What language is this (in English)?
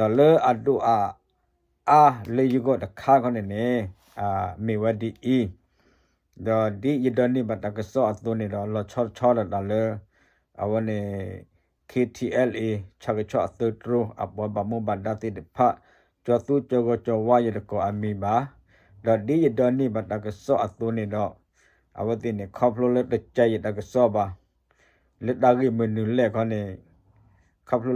S'gaw Karen